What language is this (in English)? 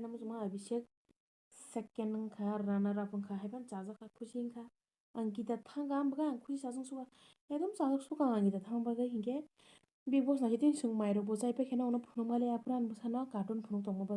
Kok Borok